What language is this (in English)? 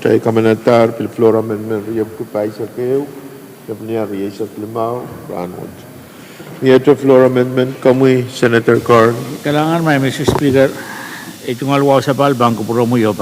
Pohnpeian